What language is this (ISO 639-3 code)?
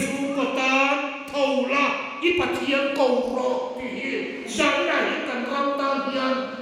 hmr